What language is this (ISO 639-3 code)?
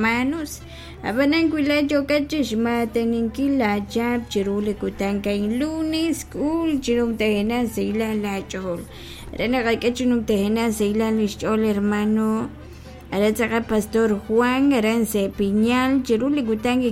kek